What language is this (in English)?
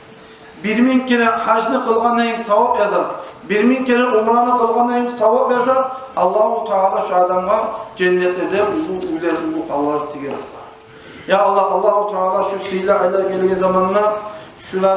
Kumyk